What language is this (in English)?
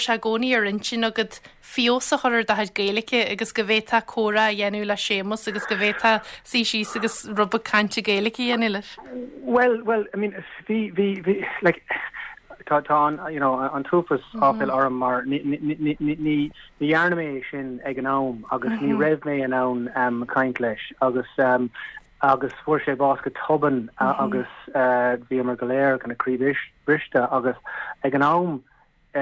Irish